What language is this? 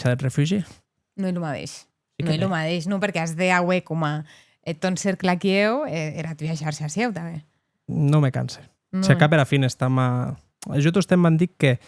Occitan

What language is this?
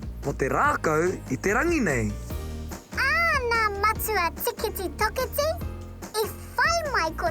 Māori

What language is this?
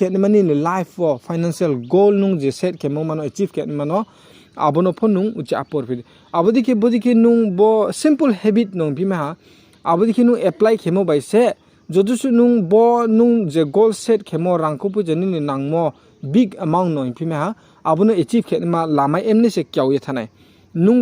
Riang (India)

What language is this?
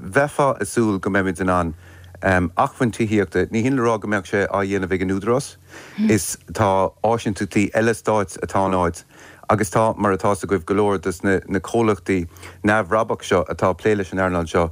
Irish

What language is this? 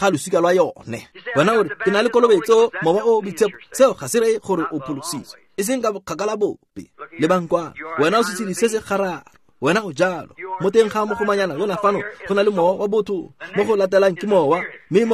Tswana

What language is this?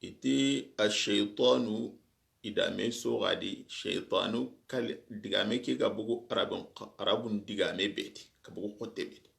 Soninke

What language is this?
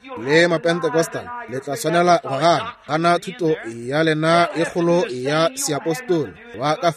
Northern Sotho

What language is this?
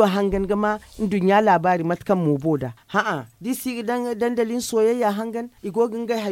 Zarma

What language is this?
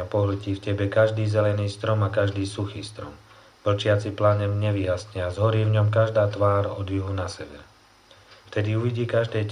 Slovak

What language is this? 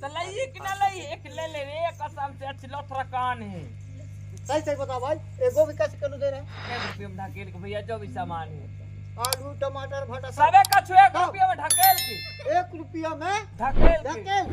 Chhattisgarhi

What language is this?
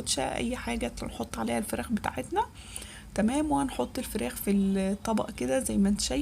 Egyptian Arabic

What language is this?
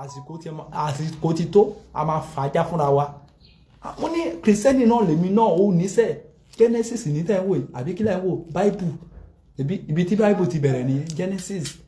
Yoruba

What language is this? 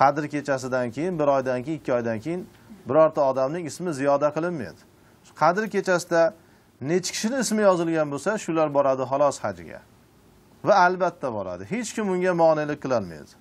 Uzbek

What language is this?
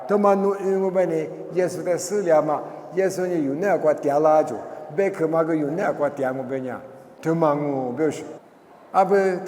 Lisu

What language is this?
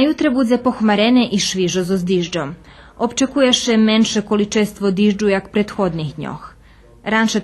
Rusyn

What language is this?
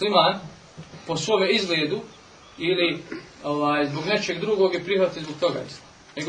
Bosnian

